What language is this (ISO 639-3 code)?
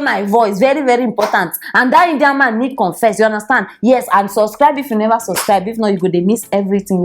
pcm